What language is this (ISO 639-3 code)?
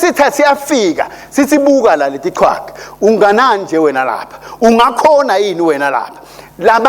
ssw